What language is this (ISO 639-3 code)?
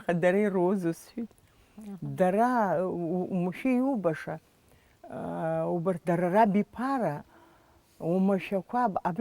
abk